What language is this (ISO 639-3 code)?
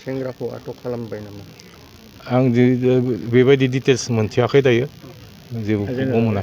brx